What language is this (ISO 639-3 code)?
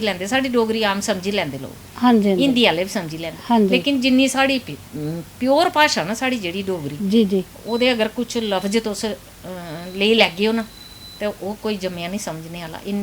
doi